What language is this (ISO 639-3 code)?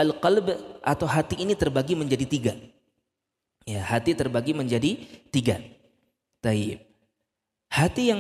ind